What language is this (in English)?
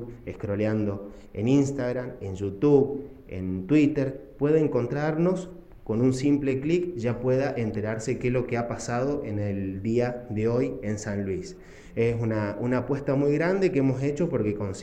Spanish